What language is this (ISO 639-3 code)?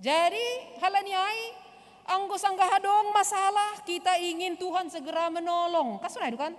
bts